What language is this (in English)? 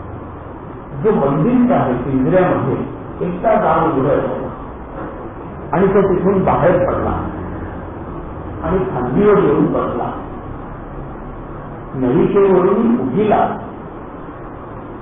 Marathi